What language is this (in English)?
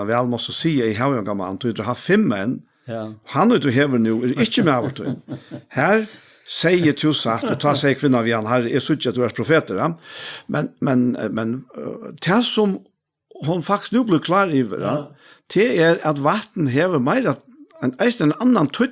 Faroese